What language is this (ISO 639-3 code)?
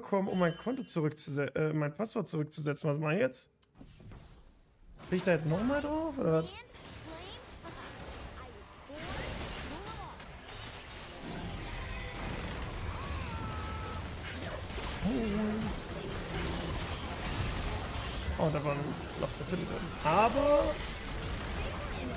deu